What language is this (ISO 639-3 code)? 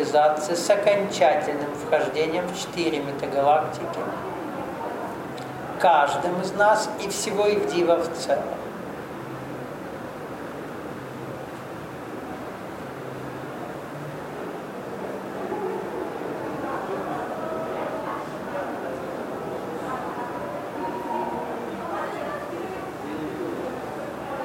rus